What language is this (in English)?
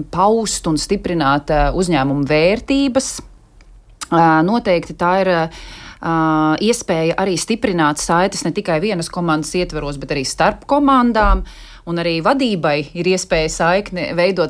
Latvian